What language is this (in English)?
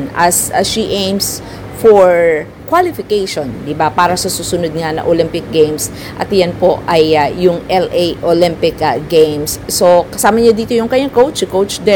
Filipino